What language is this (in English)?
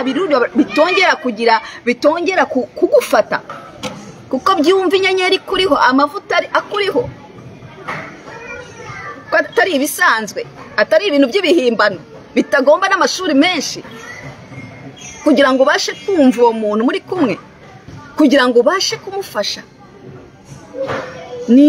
Kinyarwanda